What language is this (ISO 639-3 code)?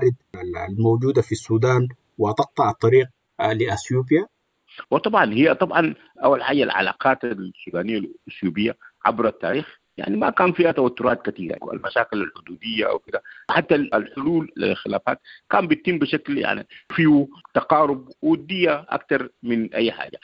apd